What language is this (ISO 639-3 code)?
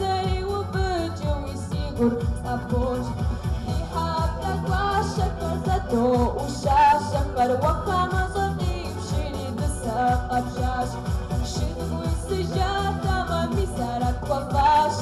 kbd